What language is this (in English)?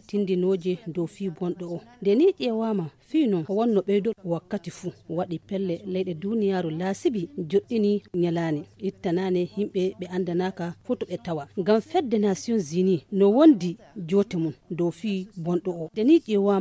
Fula